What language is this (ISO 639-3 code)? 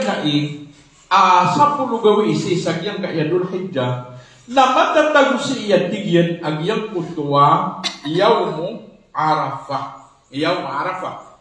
mrw